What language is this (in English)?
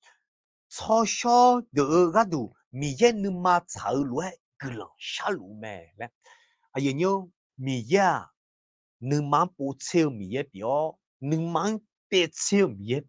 Akha